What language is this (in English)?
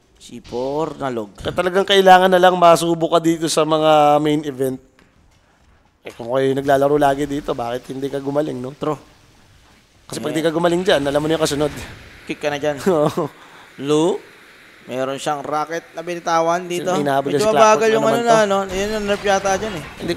Filipino